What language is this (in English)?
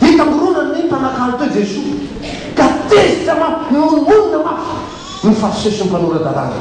Malagasy